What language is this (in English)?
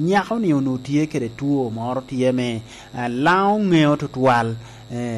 Lango (Uganda)